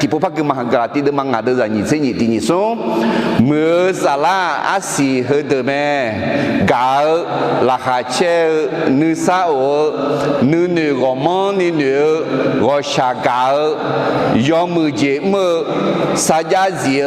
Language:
Akha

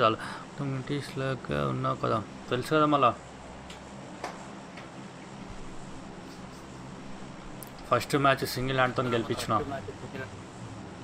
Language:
Telugu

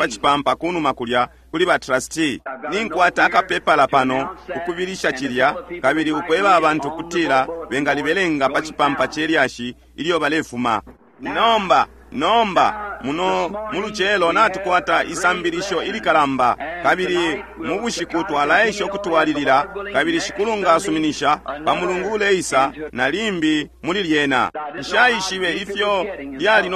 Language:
Bemba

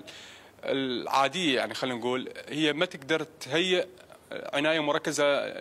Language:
Mesopotamian Arabic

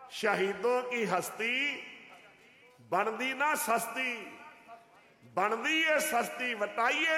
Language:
Punjabi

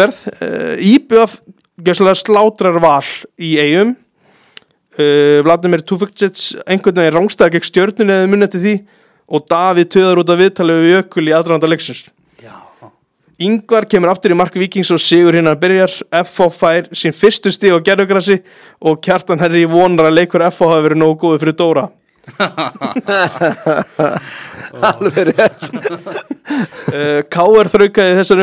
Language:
Icelandic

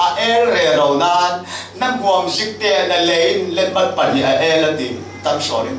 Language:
Falam Chin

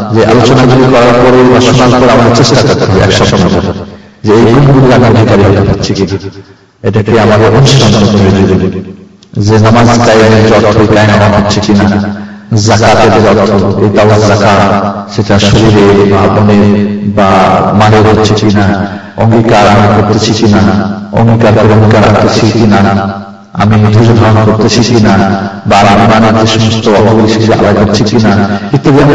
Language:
Bangla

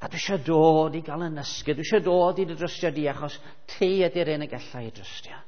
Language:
Welsh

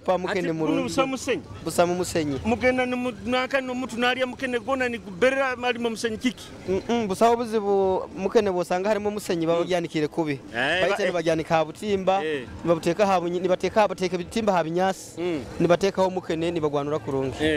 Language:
Nyoro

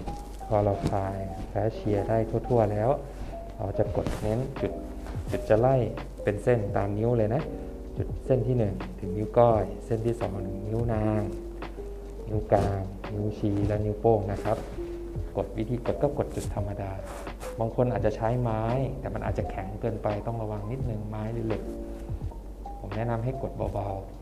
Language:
Thai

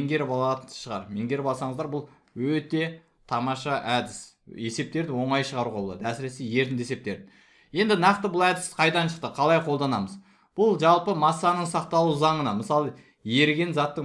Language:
Kazakh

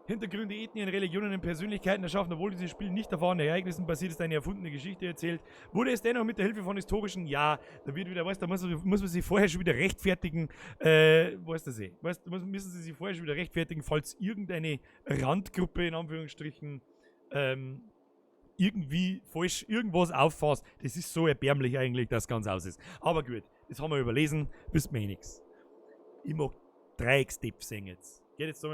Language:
Bavarian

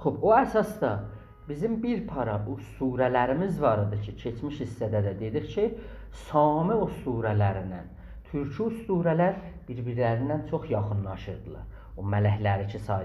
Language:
South Azerbaijani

